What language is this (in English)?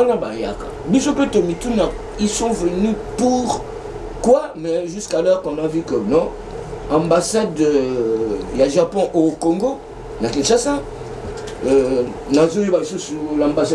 Lingala